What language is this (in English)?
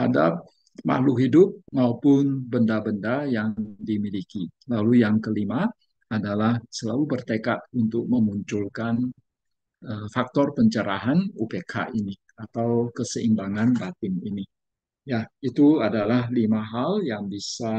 Indonesian